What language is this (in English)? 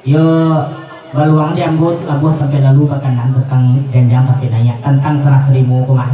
Minangkabau